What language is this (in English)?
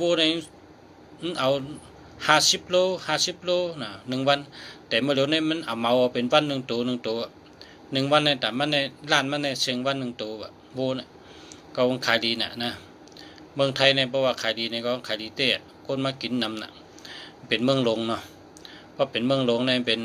Shan